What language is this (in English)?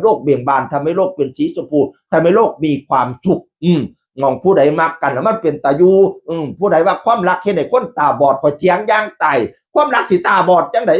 Northeastern Thai